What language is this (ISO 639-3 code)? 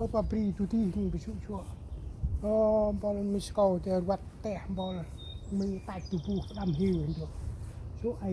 cmo